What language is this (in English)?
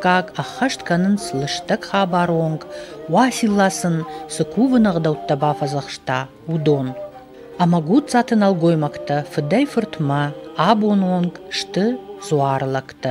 Ossetic